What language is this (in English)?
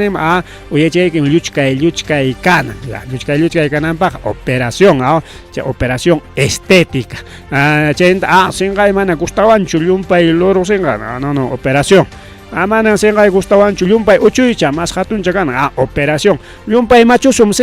Ayacucho Quechua